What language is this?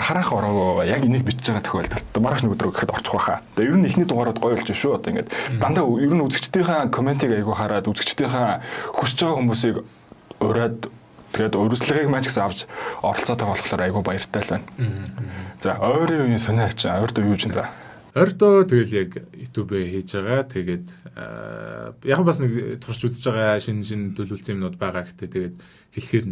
Mongolian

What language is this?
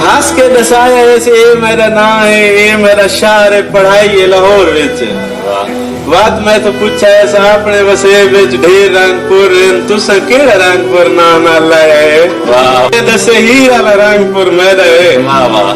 Saraiki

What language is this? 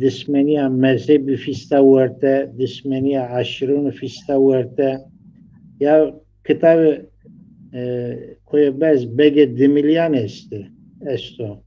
Zaza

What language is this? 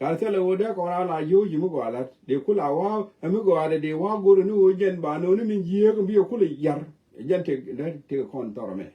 Nuer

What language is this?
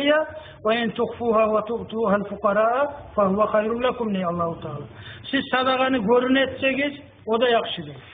Kumyk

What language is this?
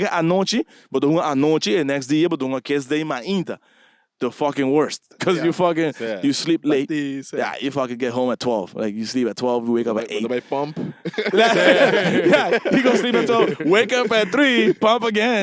Papiamento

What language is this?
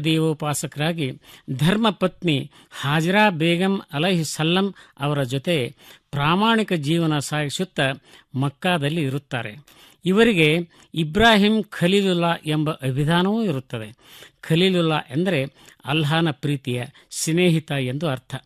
Kannada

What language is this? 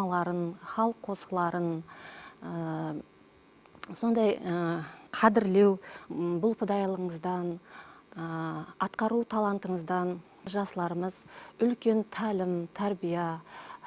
Kara-Kalpak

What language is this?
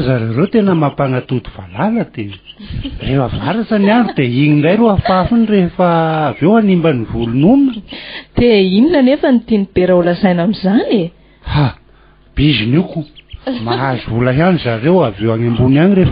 Malagasy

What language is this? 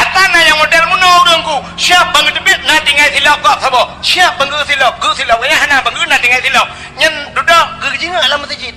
Achinese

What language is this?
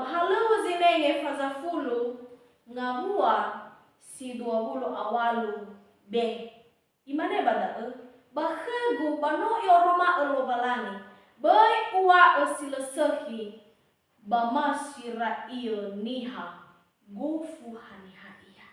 Nias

